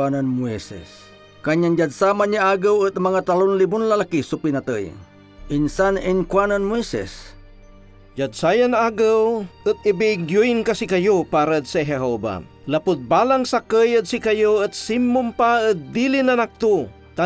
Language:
Pangasinan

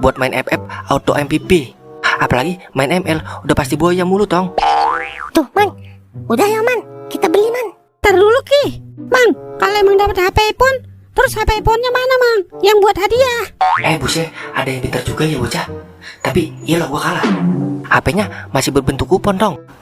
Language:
Betawi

